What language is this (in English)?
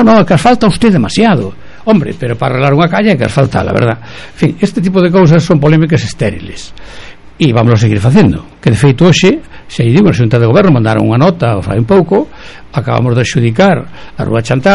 Galician